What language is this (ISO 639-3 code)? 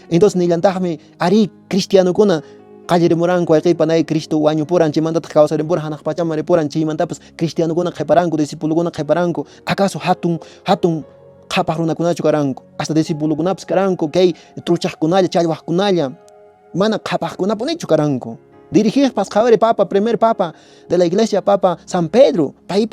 que